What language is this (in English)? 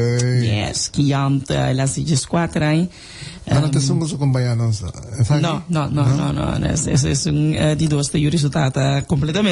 Papiamento